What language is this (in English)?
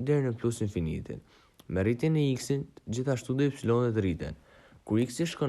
Albanian